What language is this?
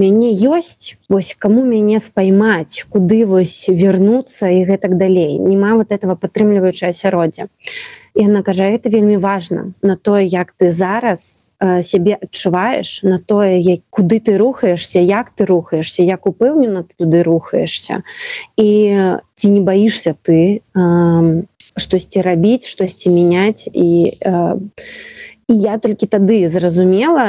Belarusian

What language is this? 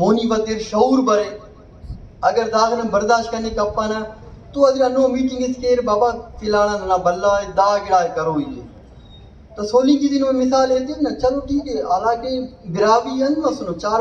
Brahui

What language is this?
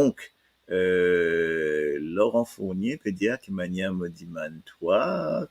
Morisyen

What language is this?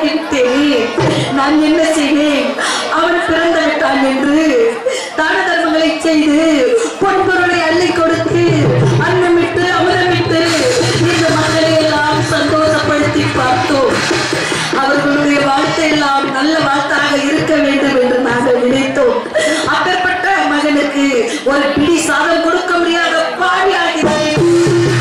Tamil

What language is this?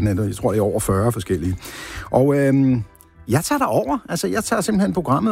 Danish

